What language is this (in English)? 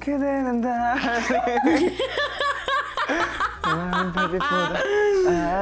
Korean